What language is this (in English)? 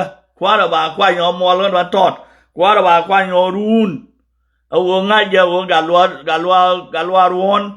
Nuer